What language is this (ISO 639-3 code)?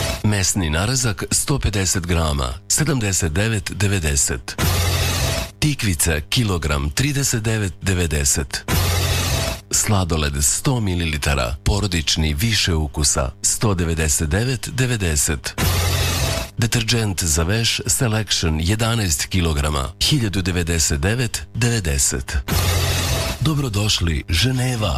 srp